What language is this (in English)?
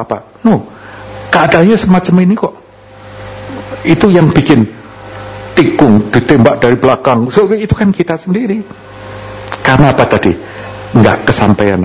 Indonesian